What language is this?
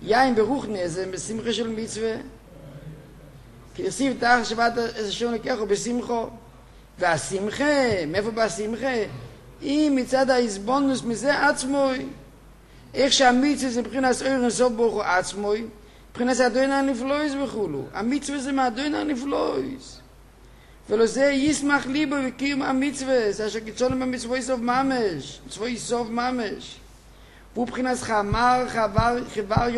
Hebrew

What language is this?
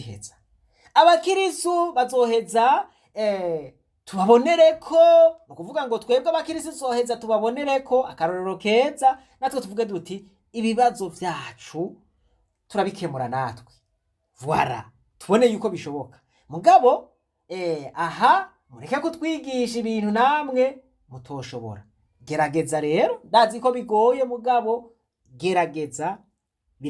Rundi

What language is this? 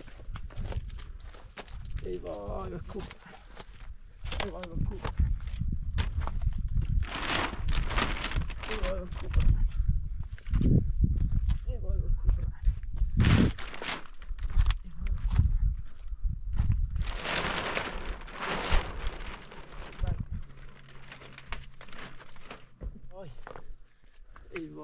Persian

